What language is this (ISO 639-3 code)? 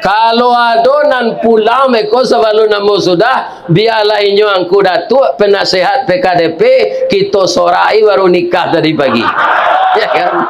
min